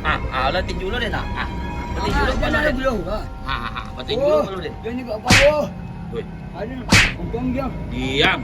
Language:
Minangkabau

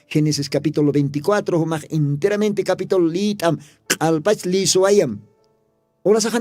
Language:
Aymara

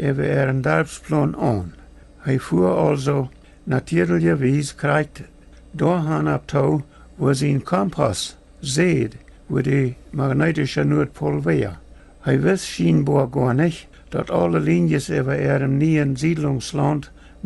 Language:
Plautdietsch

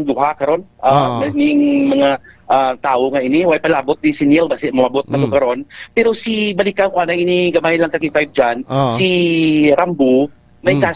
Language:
Hiligaynon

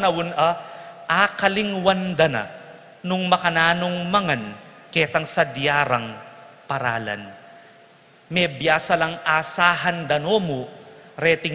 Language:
Pampanga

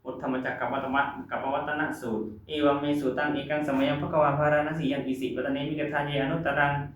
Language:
Pali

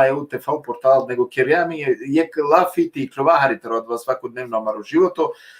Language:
Balkan Romani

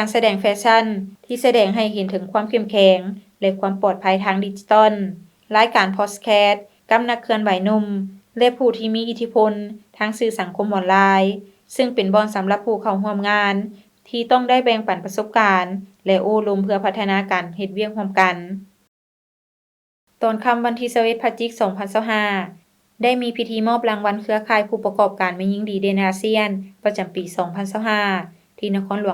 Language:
Lao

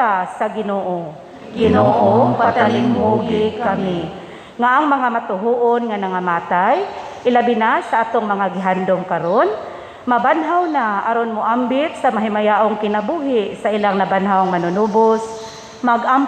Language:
Cebuano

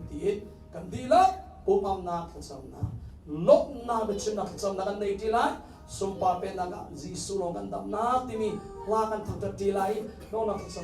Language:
Hakha Chin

